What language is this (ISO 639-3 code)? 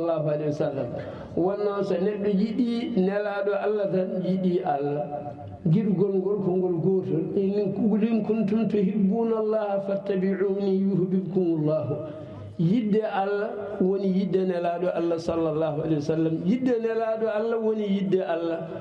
ful